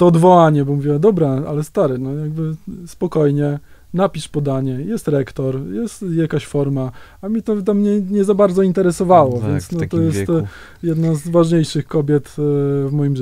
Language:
Polish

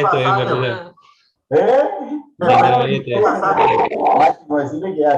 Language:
Guarani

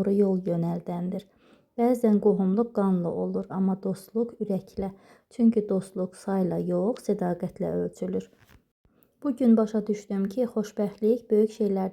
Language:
Azerbaijani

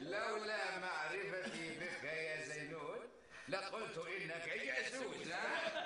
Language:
North Levantine Arabic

